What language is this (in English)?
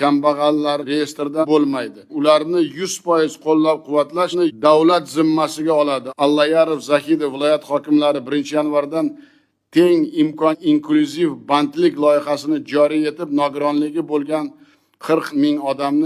Uzbek